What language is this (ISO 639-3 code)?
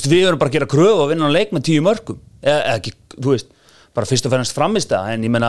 isl